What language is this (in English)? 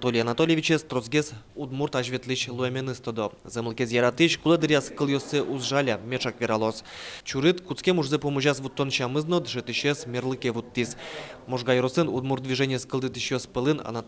Udmurt